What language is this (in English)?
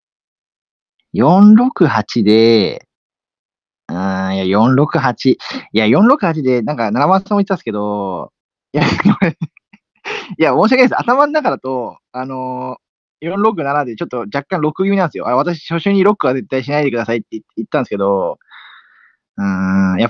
Japanese